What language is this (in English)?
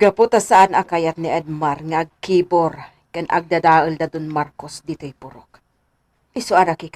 Iloko